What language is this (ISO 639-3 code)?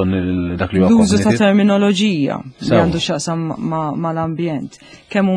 mlt